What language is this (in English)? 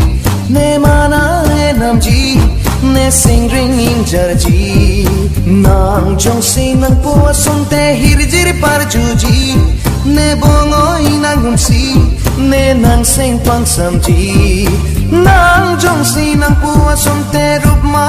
Karbi